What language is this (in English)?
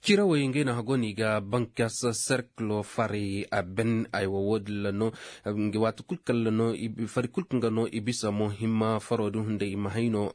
Koyraboro Senni